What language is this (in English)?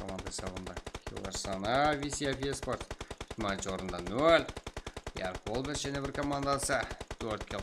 Kara-Kalpak